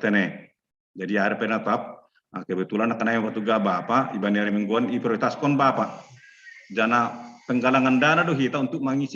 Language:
Batak Simalungun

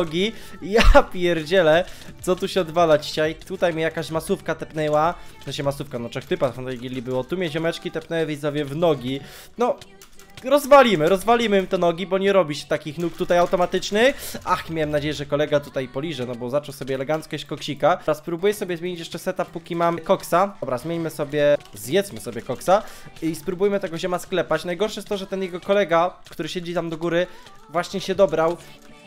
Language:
Polish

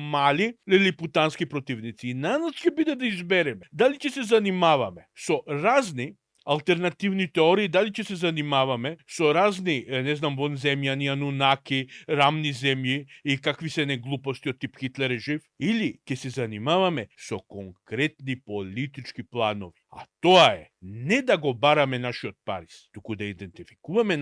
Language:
Macedonian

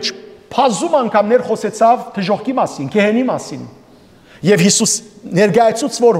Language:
Western Armenian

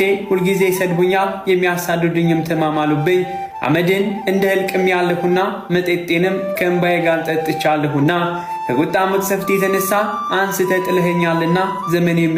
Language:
Amharic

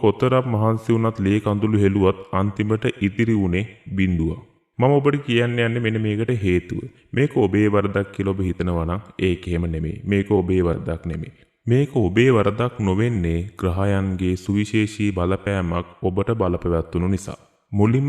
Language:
Sinhala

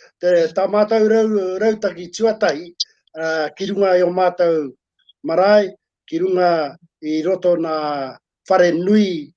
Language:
Māori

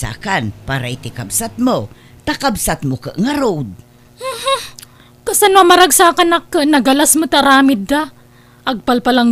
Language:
Iloko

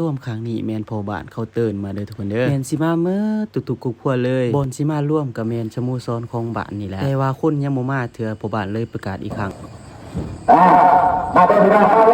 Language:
Lao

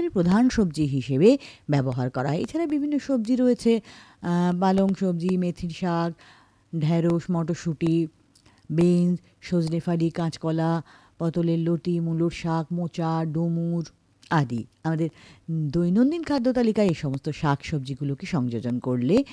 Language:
Bangla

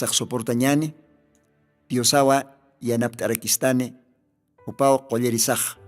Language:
Aymara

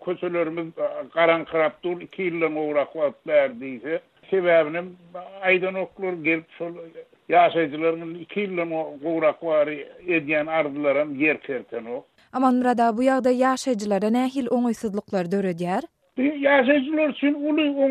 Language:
Turkmen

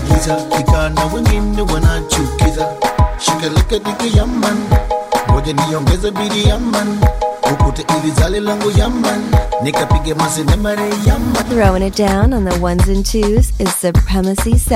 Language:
Swahili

